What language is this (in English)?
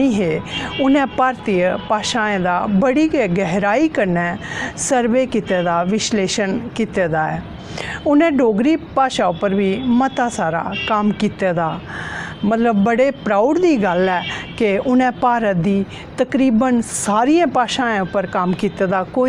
Dogri